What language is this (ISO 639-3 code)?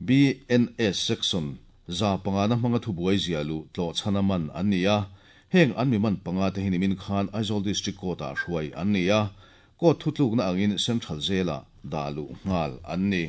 lus